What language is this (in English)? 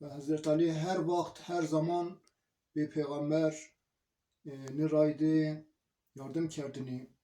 Zaza